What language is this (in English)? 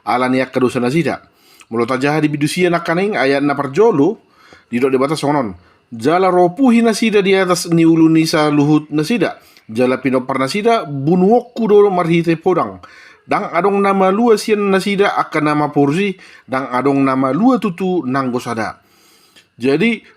Batak Toba